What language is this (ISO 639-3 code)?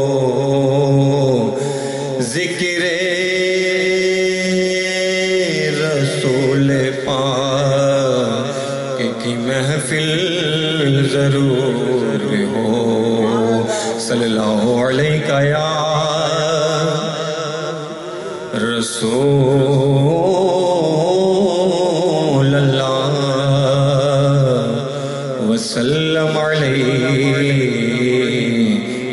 urd